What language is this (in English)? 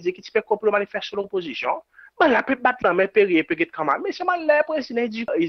Seselwa Creole French